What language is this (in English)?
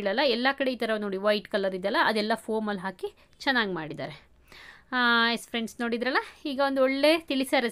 Kannada